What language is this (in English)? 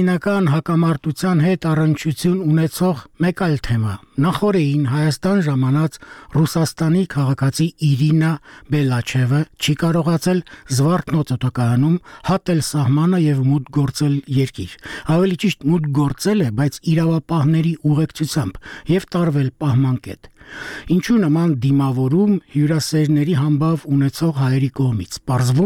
Armenian